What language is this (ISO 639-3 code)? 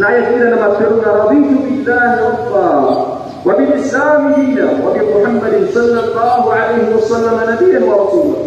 mrw